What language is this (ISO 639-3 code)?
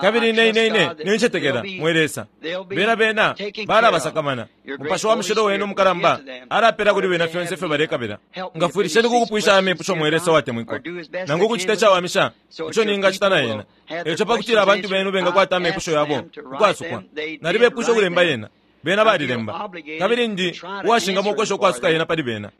bem